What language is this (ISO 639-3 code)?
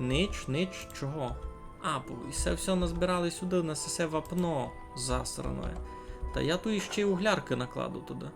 rue